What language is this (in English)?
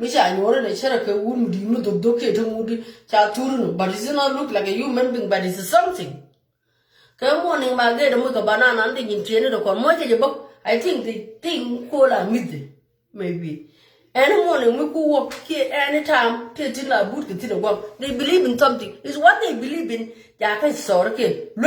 Nuer